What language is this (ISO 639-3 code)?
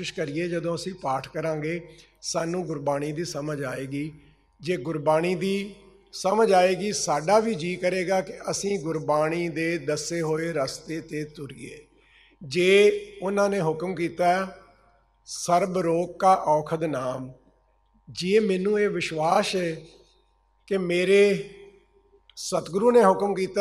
pan